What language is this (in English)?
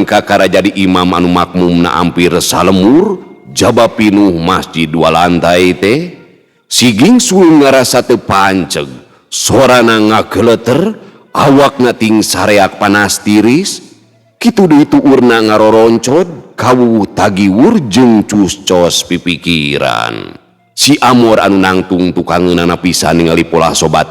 Sundanese